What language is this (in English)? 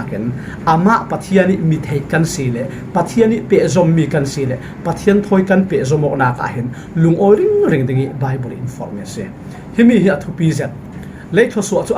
Falam Chin